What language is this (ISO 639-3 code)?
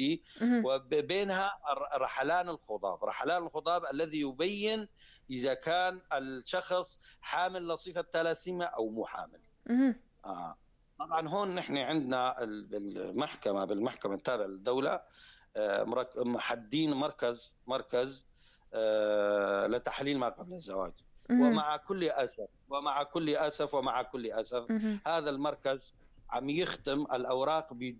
apc